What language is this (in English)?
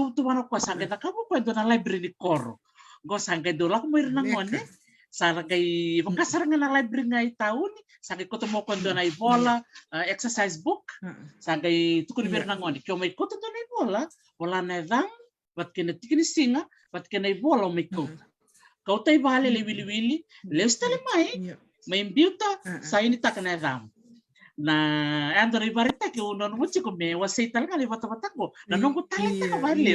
Fijian